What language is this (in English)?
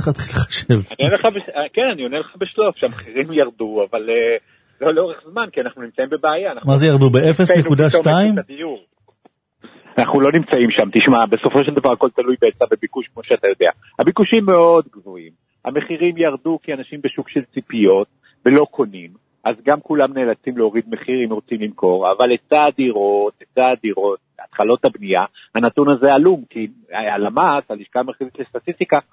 Hebrew